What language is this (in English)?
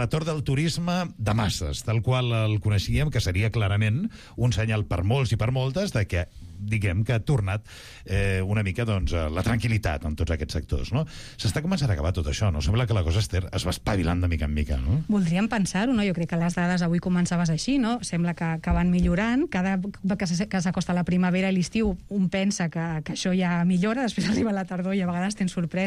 Catalan